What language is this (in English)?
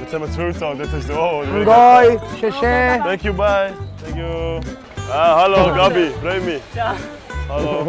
Swiss German